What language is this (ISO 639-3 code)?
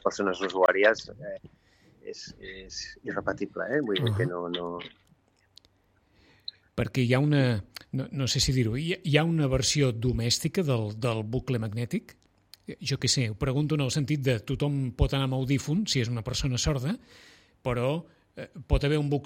cat